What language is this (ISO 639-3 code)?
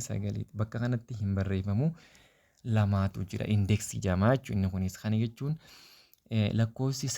orm